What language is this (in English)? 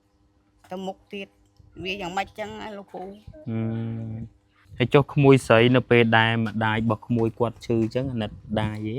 Khmer